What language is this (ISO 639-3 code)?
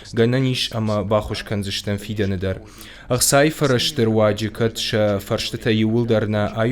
oss